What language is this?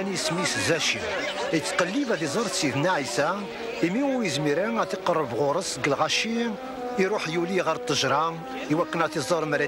Kabyle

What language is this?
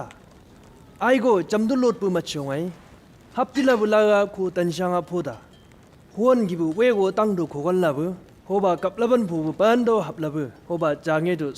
Chang Naga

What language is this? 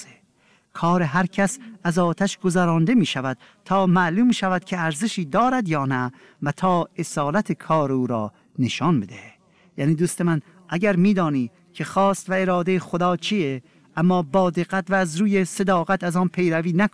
Persian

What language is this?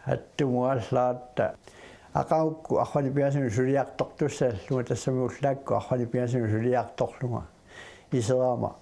Kalaallisut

